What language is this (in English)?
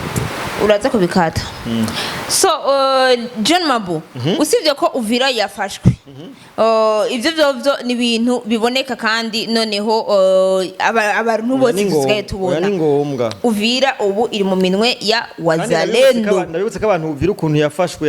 Rundi